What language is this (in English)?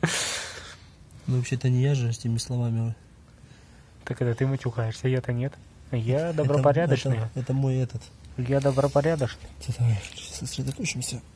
Russian